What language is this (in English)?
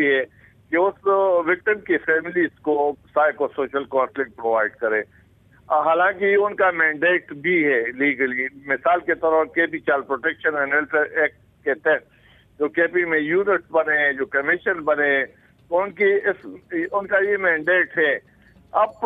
Urdu